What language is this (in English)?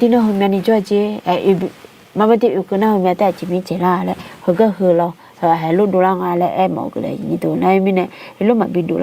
Akha